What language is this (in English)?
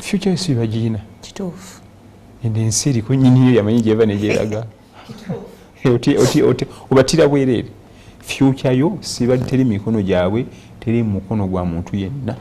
Ganda